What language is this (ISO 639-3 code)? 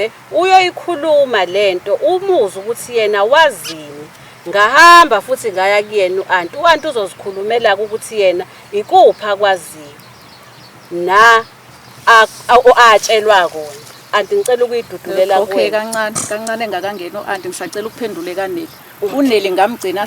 zul